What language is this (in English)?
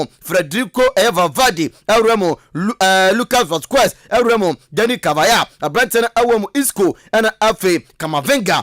Akan